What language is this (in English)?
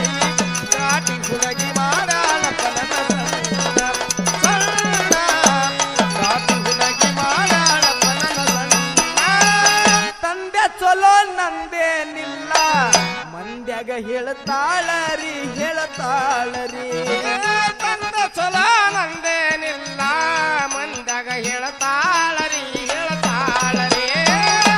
Kannada